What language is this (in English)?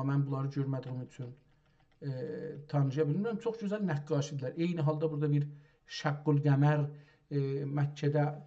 South Azerbaijani